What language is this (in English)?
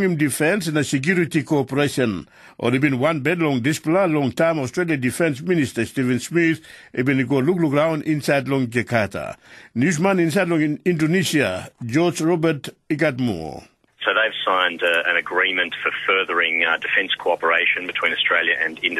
Tok Pisin